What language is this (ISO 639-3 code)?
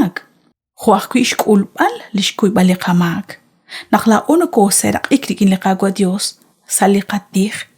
kek